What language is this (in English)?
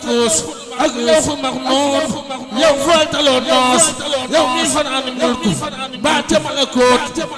Wolof